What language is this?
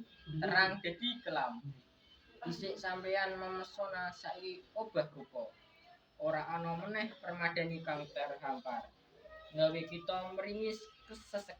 Javanese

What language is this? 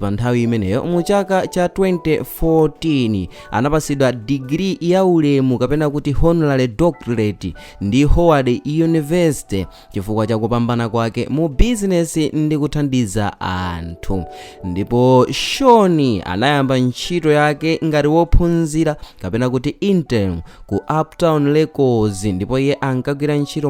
Nyanja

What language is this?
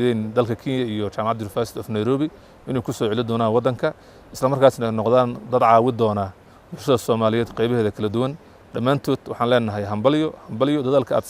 Somali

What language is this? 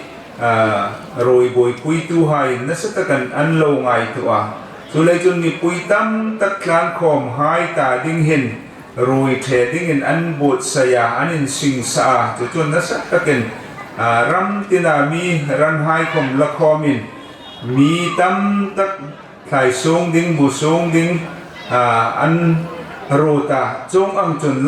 Hmar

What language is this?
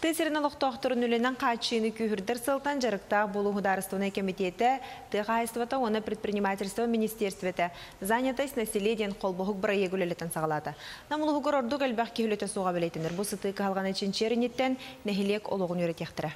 Yakut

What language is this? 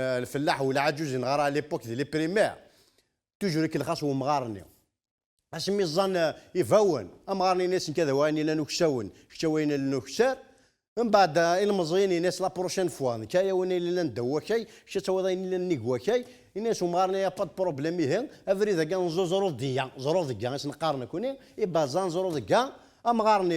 Kabyle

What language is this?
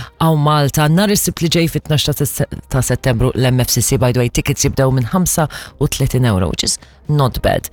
Maltese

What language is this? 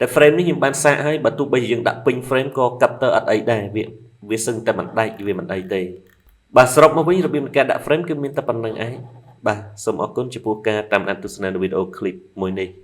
Khmer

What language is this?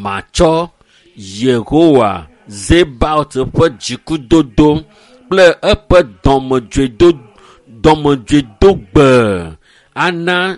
Ewe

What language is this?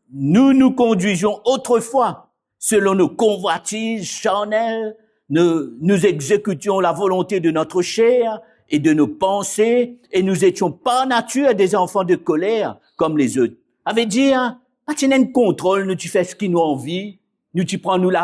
Morisyen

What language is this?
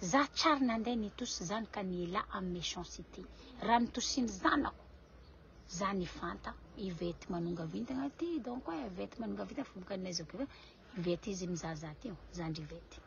Malagasy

